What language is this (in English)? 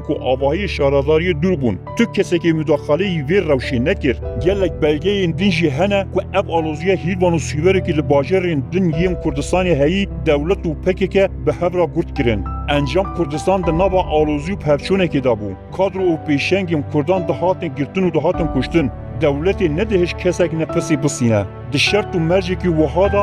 Kurdish